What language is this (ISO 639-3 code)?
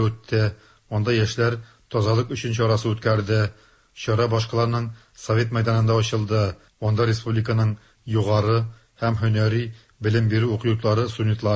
tat